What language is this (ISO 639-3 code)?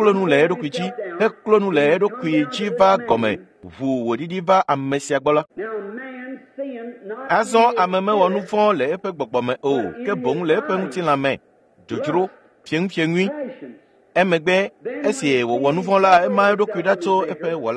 ewe